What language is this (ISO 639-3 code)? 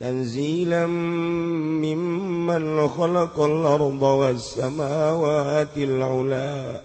sun